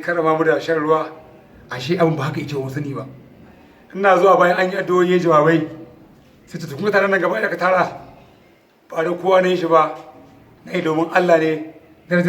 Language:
Hausa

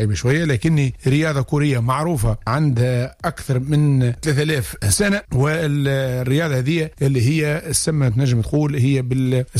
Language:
Tunisian Arabic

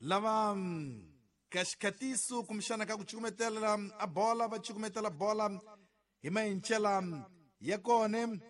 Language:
Tsonga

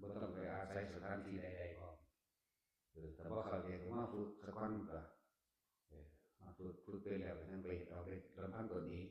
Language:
Northeastern Thai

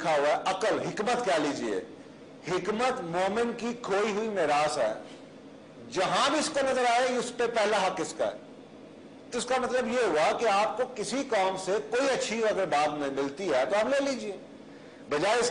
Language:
Urdu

